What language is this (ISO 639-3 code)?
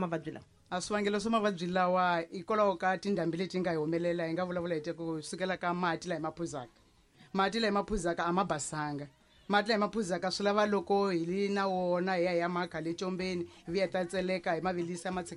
tso